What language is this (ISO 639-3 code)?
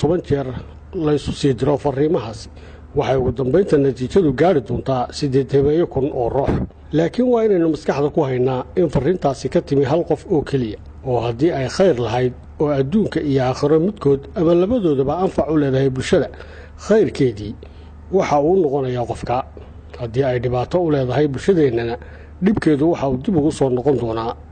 som